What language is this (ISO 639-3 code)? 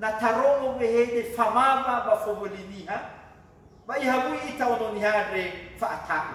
nia